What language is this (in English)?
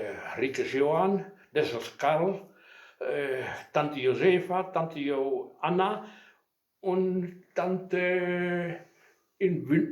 Westphalien